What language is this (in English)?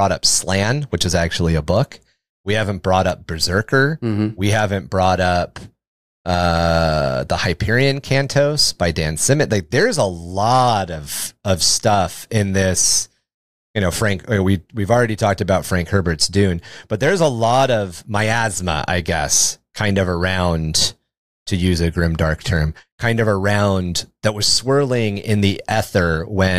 English